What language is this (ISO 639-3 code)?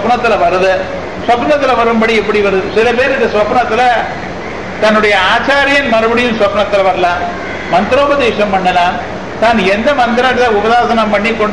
tam